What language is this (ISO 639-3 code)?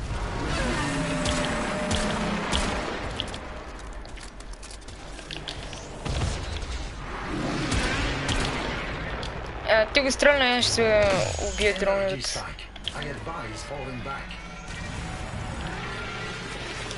bul